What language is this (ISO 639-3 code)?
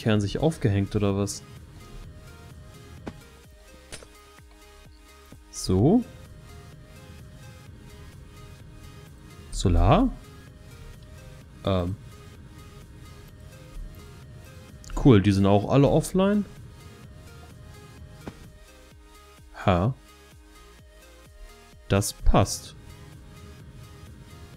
deu